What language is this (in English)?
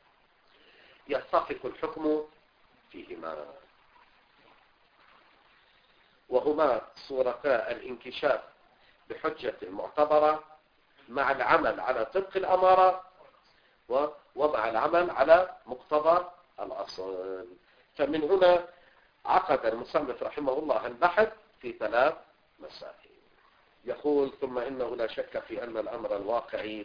Arabic